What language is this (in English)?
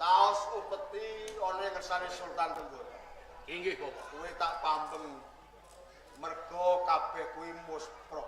Javanese